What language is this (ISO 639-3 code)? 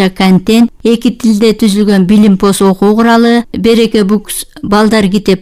kir